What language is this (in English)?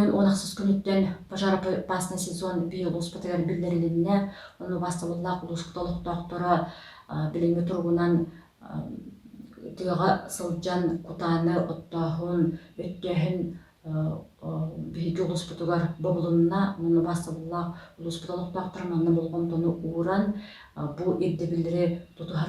Yakut